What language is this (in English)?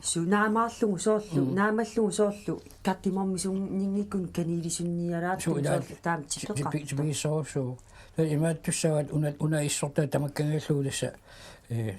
Kalaallisut